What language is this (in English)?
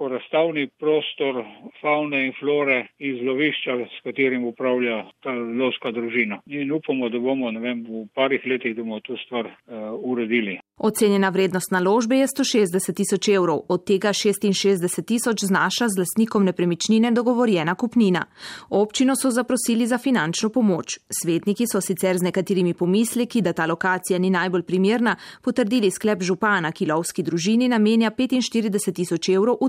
Slovenian